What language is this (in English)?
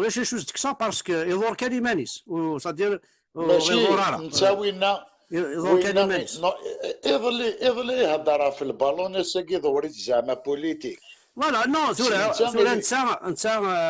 Kabyle